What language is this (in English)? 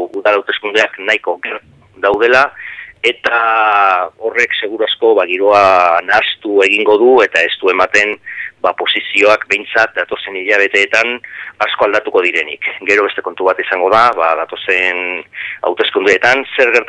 Basque